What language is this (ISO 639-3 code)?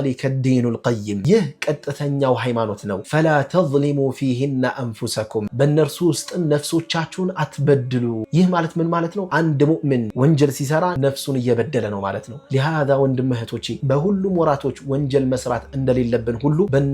amh